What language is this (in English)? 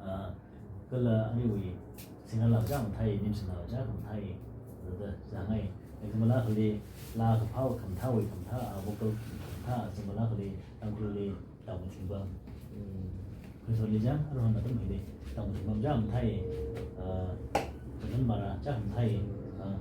Tangkhul Naga (India)